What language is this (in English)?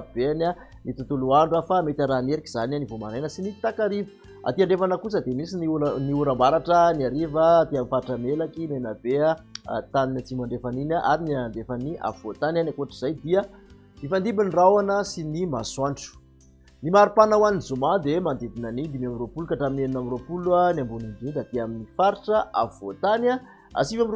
Malagasy